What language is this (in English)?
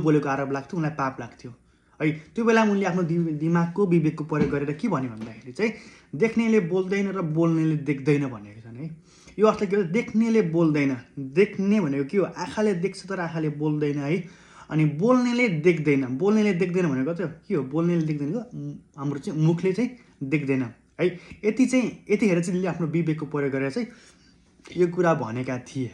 Nepali